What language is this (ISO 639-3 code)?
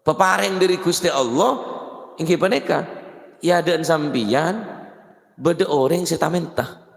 mad